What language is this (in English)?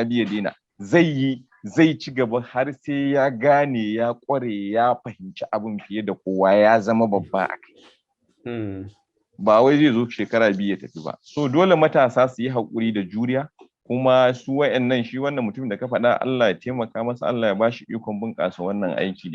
Hausa